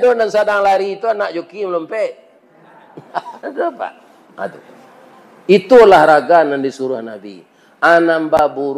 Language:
Minangkabau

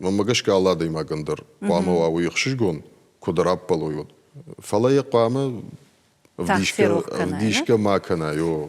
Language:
Ossetic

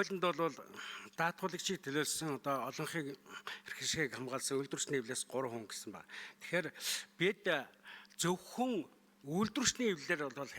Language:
Mongolian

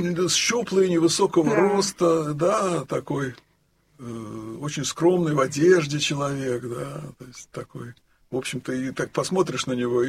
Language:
Russian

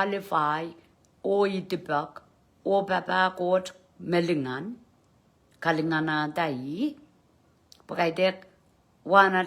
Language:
Pohnpeian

